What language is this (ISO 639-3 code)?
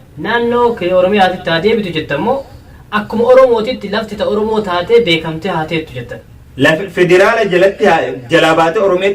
orm